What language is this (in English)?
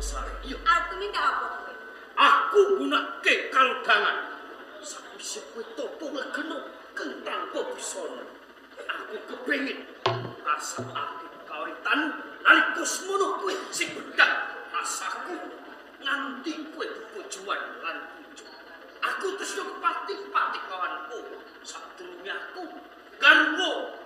Javanese